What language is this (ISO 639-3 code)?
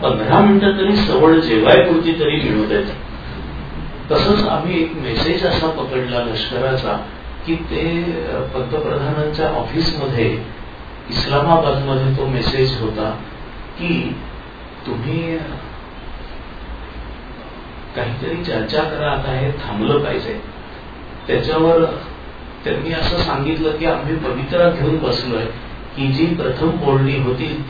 mar